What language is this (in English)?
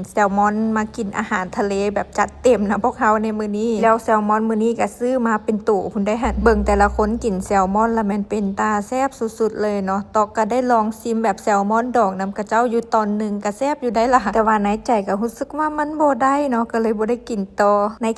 Lao